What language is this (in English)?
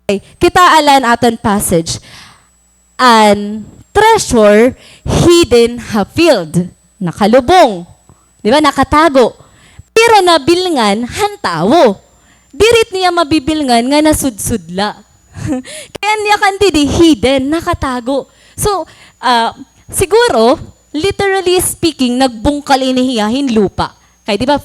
Waray